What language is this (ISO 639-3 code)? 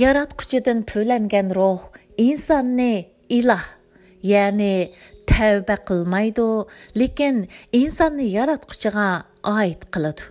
uig